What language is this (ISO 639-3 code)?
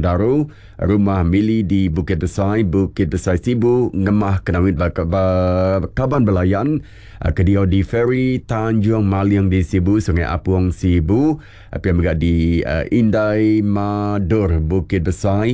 iba